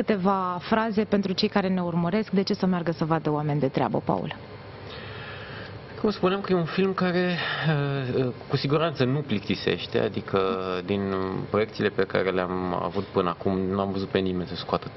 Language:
Romanian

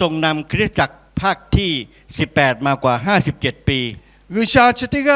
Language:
Lahu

